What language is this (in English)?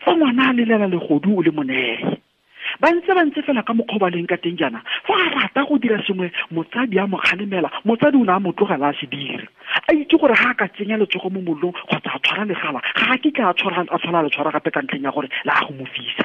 Tswana